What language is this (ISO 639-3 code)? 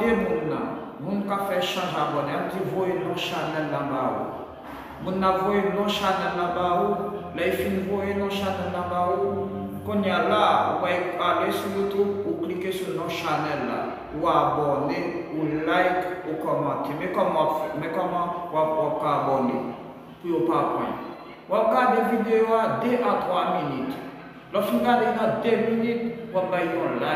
hat